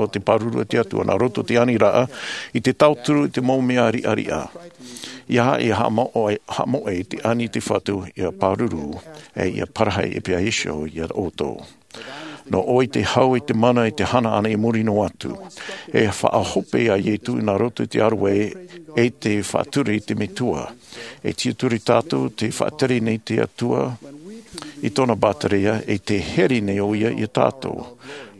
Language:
Tahitian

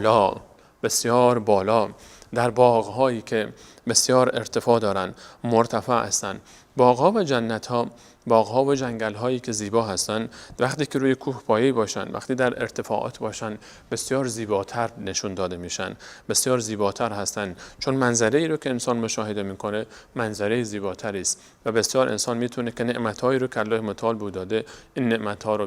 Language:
Persian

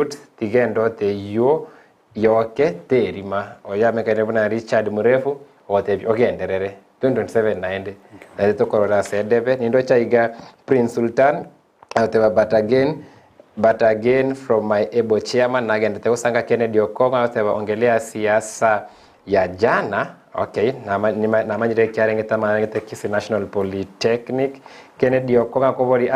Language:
Gusii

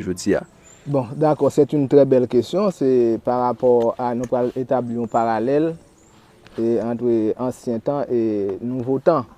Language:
Haitian Creole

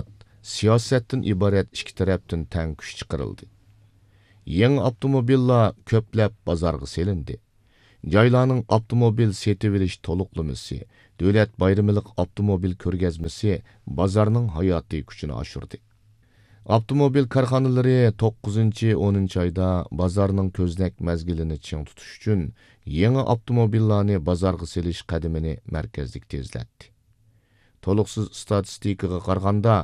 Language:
Uyghur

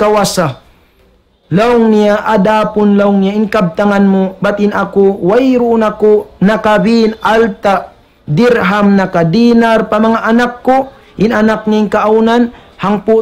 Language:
Tausug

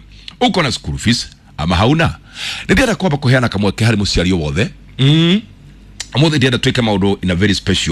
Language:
Kikuyu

